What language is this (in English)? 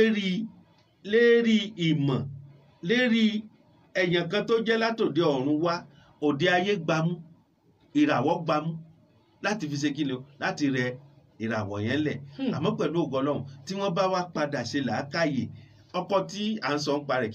Yoruba